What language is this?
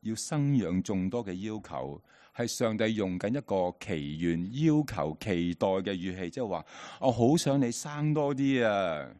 Cantonese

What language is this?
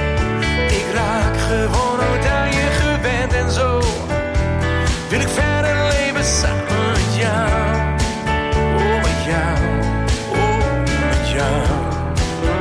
Dutch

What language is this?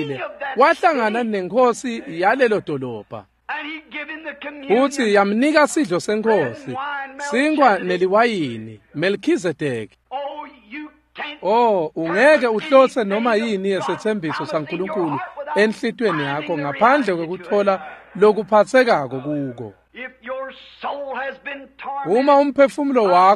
Swati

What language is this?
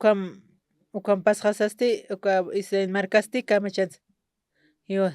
Aymara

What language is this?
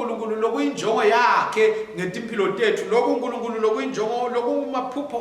Swati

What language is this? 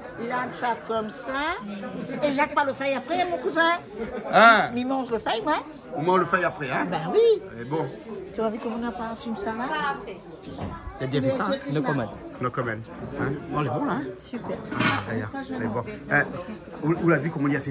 Réunion Creole French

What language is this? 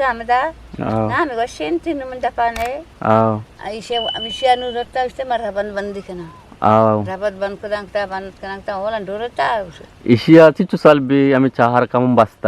Eastern Balochi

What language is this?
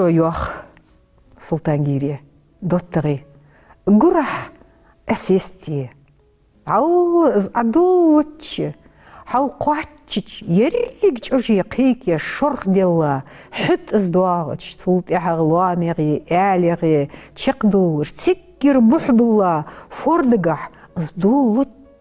Ingush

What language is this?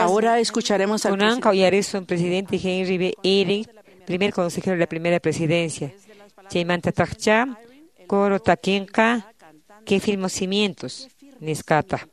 Quechua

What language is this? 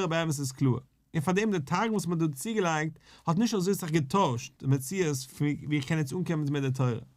Yiddish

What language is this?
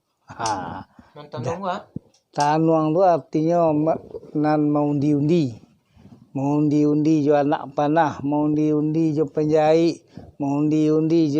Minangkabau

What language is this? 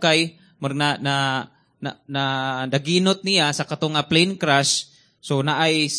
Cebuano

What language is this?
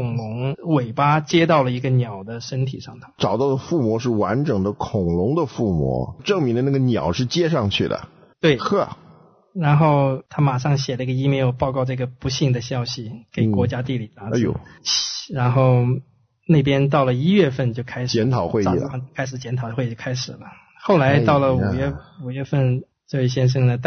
Chinese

